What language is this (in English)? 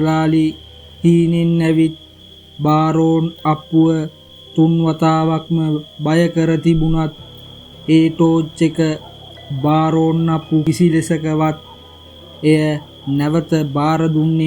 Sinhala